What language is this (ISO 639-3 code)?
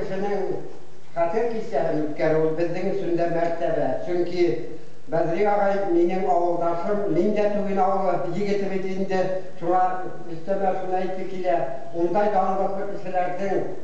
bak